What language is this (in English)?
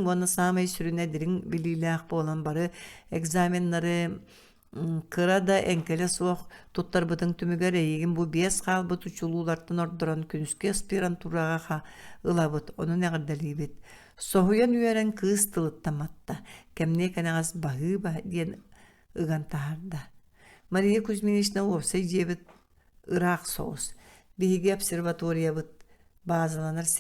Yakut